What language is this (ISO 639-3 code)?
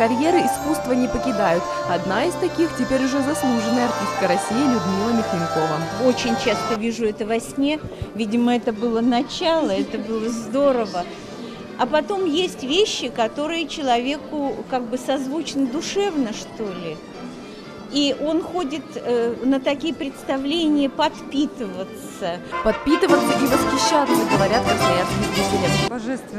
rus